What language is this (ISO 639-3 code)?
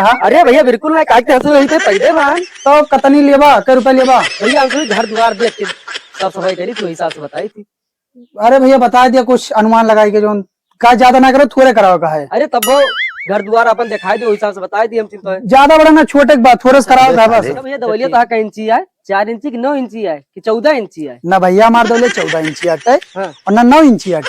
awa